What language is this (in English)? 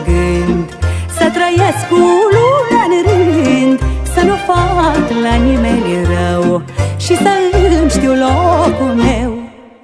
Romanian